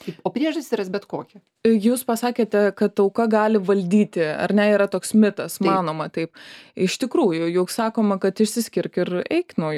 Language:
Lithuanian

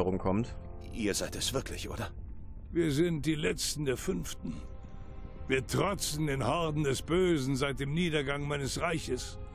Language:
German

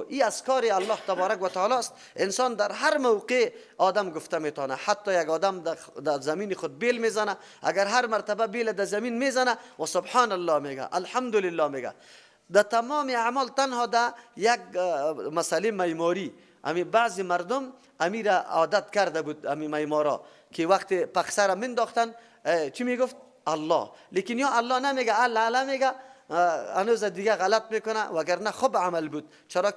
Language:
Persian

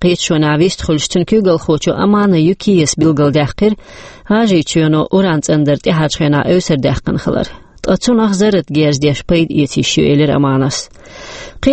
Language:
Chechen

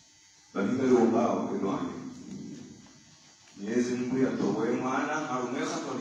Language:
Swahili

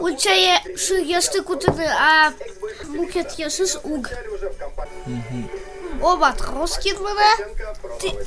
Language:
Udmurt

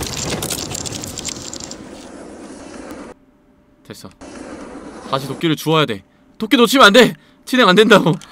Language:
Korean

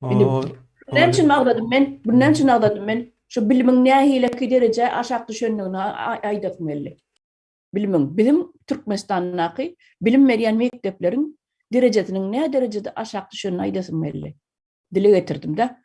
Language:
Turkmen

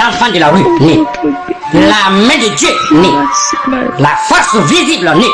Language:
Bambara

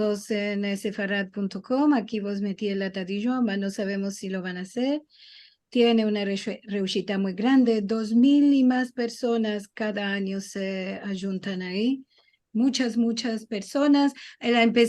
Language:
Ladino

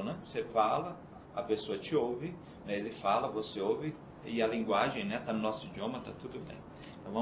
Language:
Portuguese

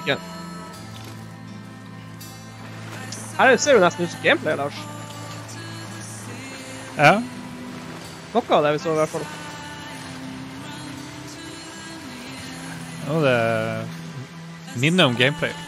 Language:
Norwegian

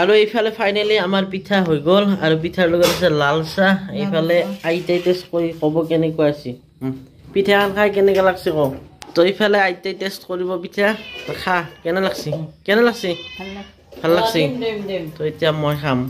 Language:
Assamese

